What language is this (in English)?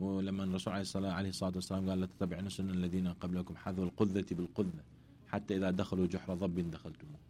Mesopotamian Arabic